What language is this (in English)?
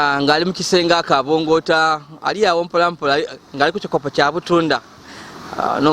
Ganda